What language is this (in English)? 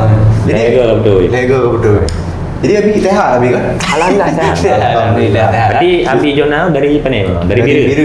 Achinese